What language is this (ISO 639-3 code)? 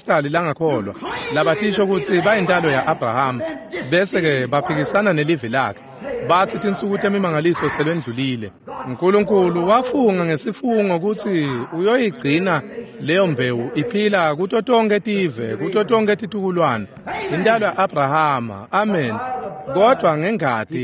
ssw